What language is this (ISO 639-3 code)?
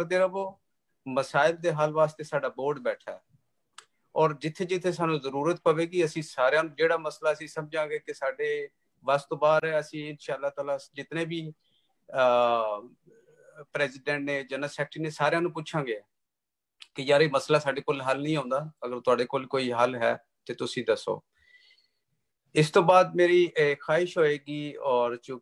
pan